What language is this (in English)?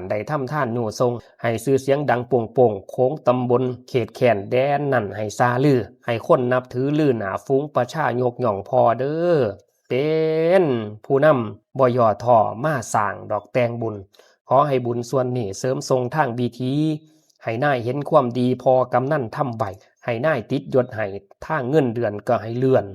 Lao